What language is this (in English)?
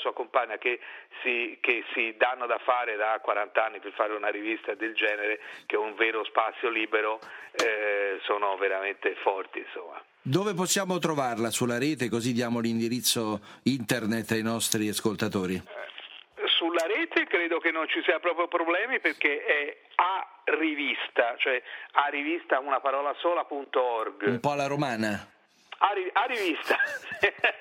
Italian